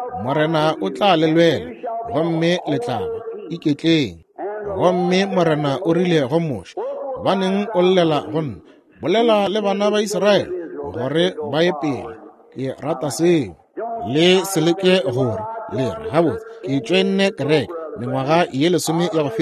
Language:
Northern Sotho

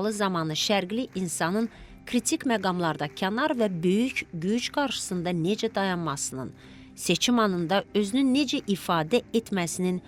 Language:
Azerbaijani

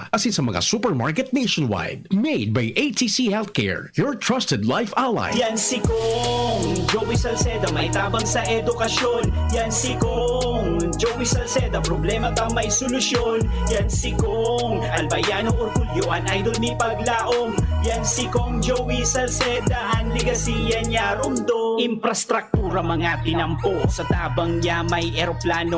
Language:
Bikol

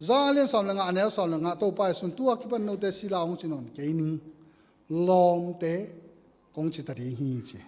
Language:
Tedim Chin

